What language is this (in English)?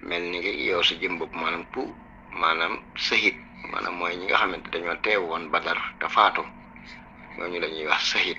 Wolof